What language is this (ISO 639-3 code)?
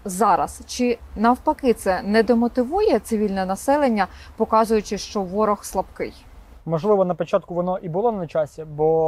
ukr